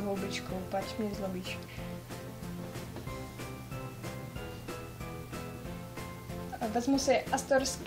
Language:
Czech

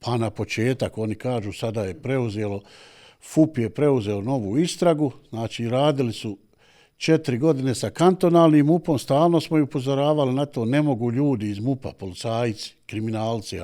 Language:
Bosnian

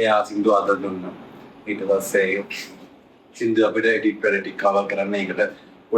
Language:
Sinhala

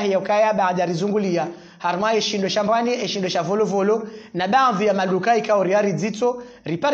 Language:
Ngazidja Comorian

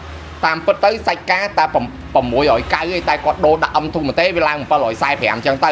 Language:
Khmer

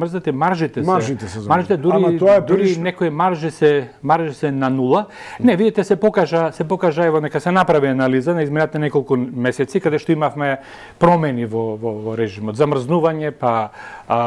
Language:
Macedonian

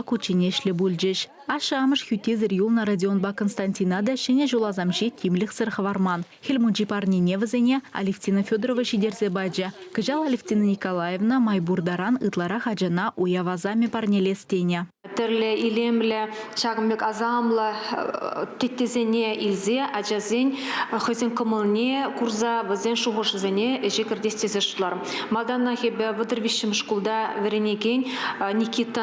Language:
Chuvash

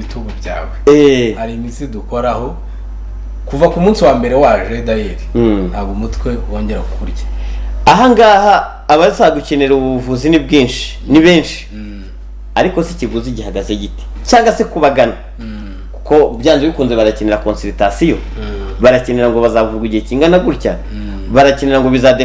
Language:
Kinyarwanda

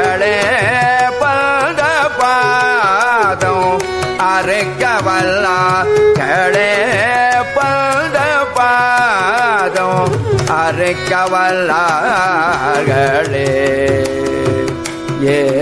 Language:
Tamil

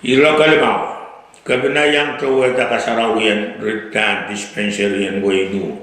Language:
Pohnpeian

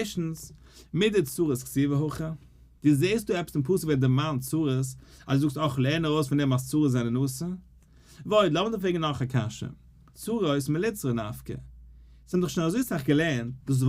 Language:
Yiddish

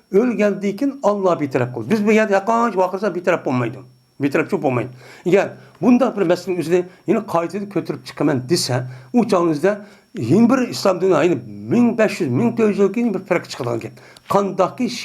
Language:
Uyghur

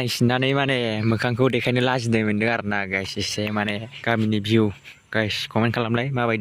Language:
Bodo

